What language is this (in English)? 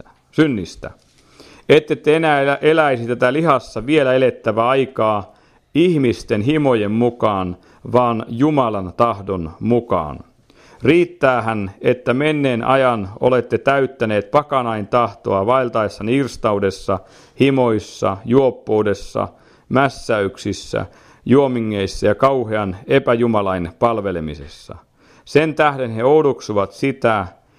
Finnish